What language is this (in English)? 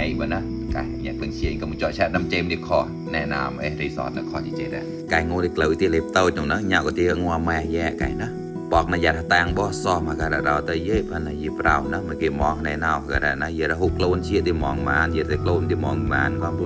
Mon